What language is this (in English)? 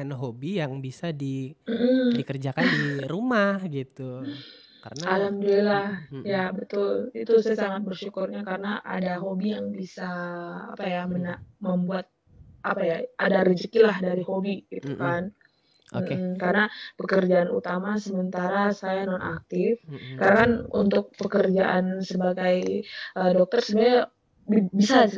Indonesian